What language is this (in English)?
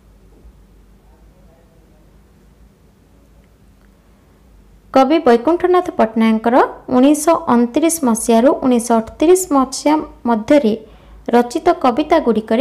Odia